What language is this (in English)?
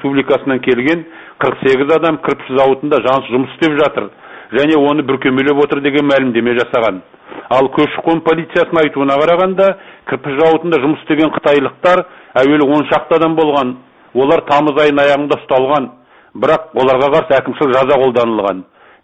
Kazakh